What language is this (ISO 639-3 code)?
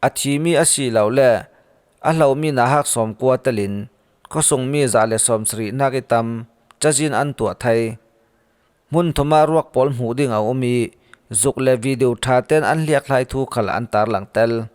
cfm